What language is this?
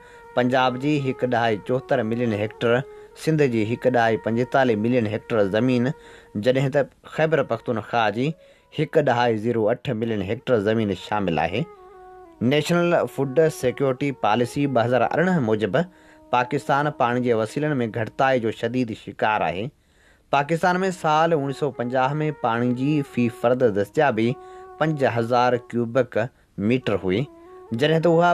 Sindhi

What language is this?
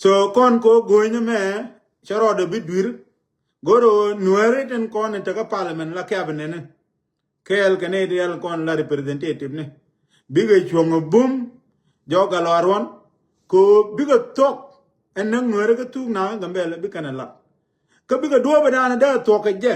Nuer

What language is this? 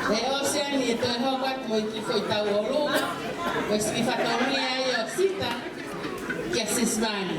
Tongan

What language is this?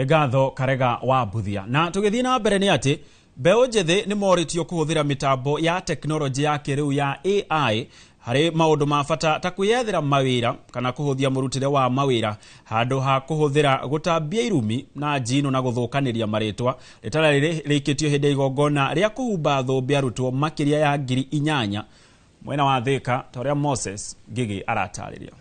Kikuyu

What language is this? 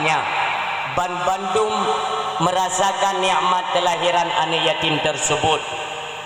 Achinese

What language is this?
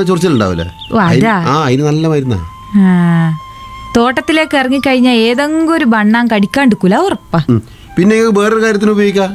Malayalam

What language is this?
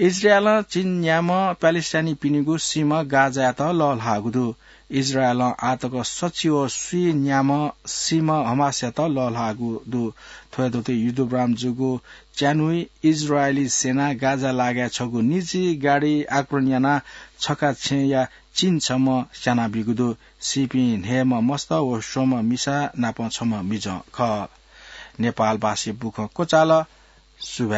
Newari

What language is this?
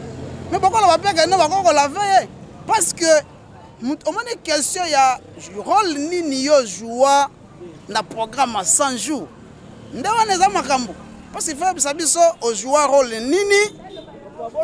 Lingala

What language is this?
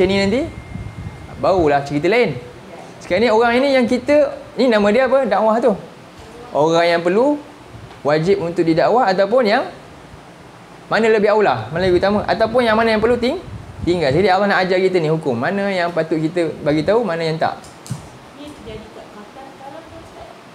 Malay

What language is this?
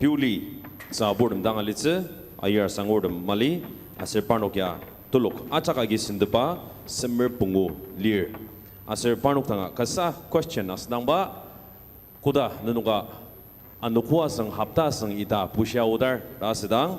Ao Naga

